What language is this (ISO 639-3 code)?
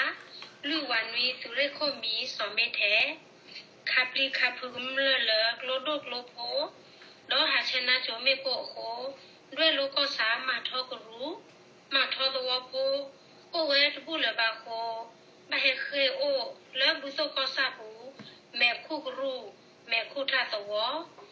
ksw